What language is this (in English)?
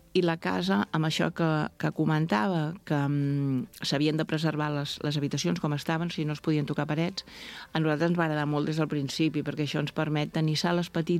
Catalan